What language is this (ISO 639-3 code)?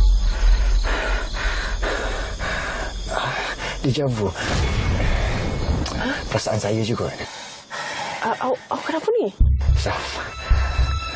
msa